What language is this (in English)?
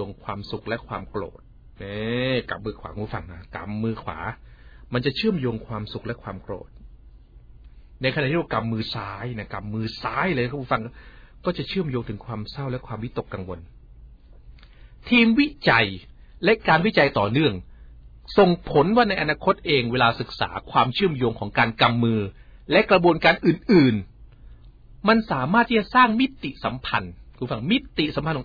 Thai